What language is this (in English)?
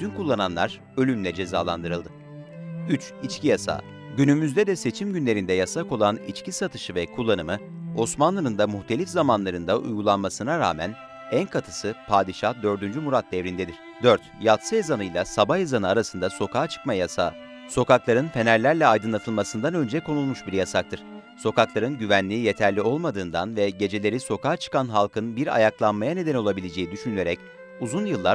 Turkish